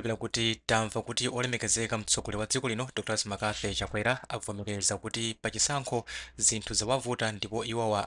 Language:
Nyanja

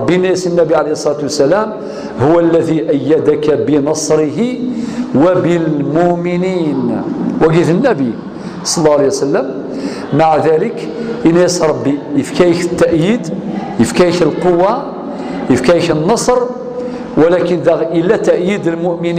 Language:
Kabyle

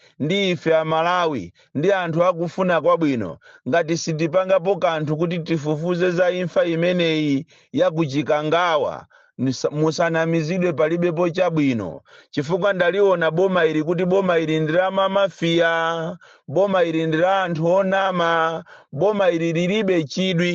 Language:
Nyanja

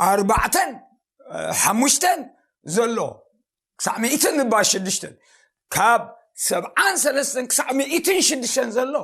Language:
Tigrinya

